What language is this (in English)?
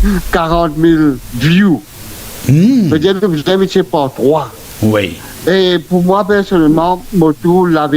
Morisyen